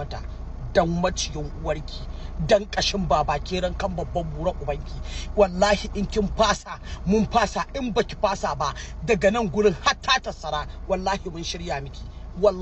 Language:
Hausa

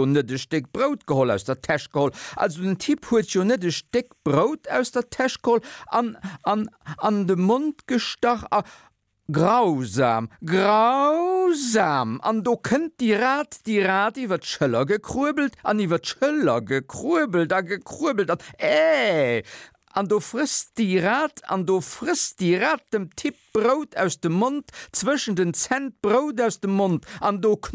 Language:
Luxembourgish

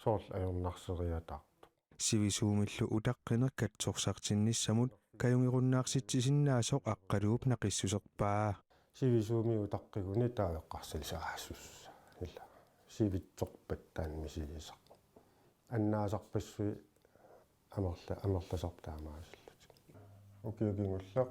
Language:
Kalaallisut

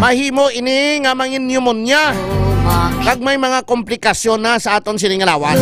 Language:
Hiligaynon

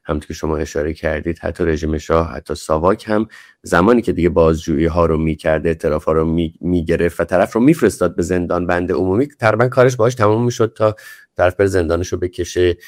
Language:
Persian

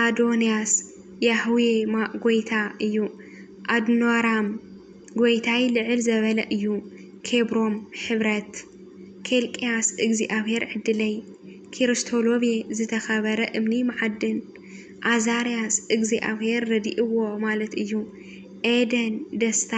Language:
Tigrinya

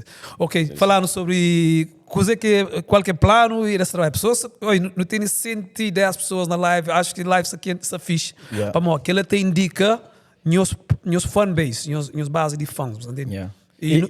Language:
Kabuverdianu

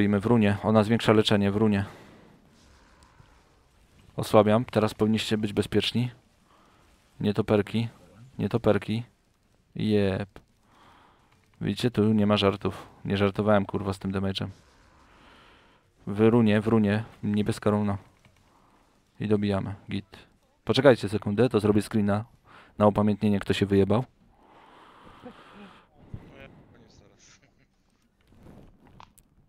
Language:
Polish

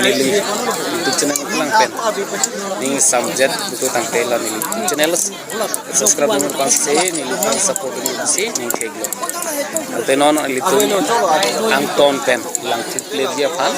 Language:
Karbi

